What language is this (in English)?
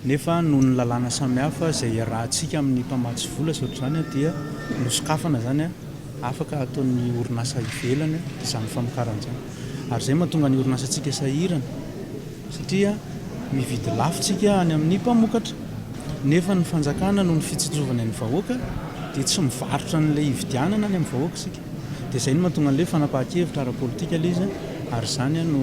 Malagasy